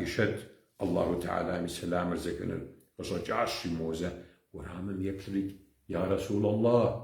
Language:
Kabardian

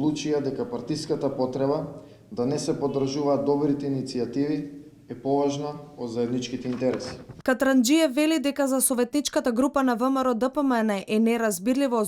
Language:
Macedonian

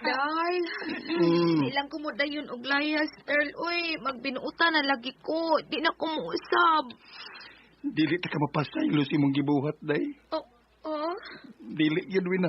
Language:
Cebuano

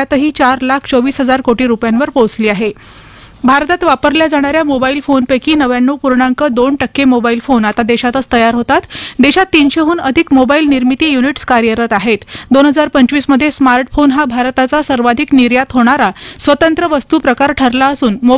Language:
Marathi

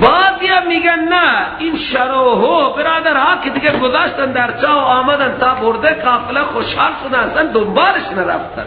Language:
Persian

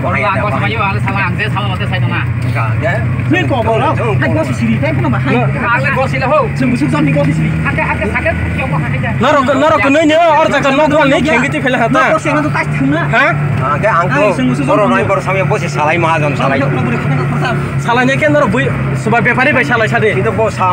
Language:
Kok Borok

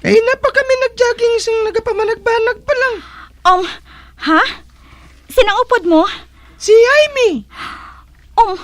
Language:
Hiligaynon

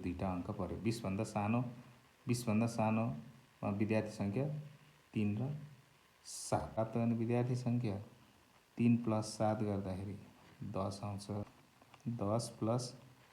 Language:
Nepali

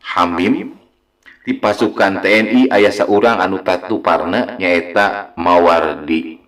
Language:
Sundanese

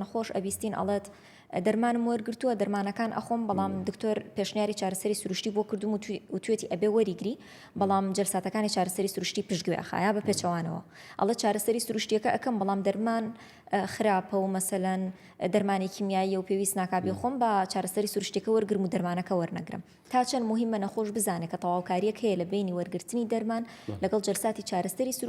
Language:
Central Kurdish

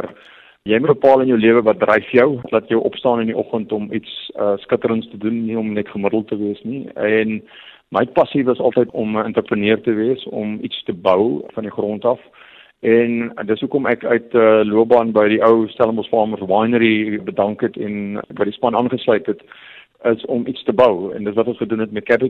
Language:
Afrikaans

